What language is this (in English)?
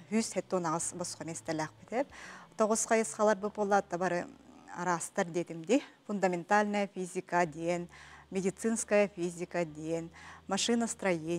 Yakut